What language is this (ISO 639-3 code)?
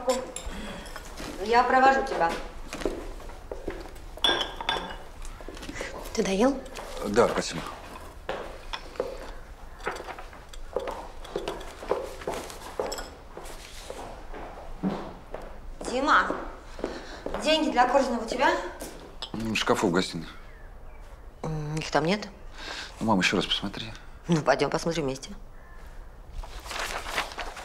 rus